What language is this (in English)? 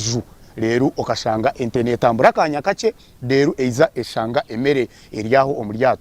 Nyankole